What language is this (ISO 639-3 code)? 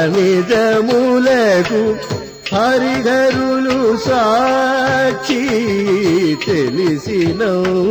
tel